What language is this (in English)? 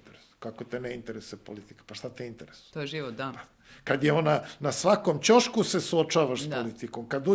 Serbian